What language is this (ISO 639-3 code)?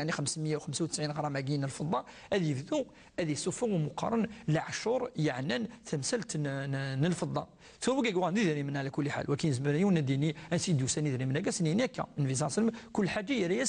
kab